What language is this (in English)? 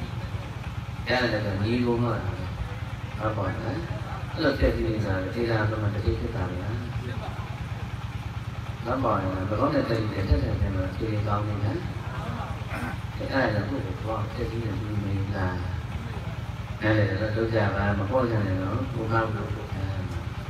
Burmese